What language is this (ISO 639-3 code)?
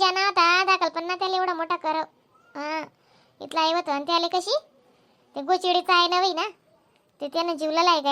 khn